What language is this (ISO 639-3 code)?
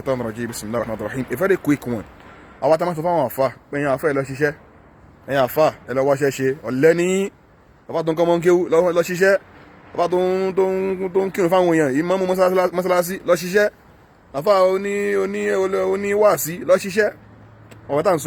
yor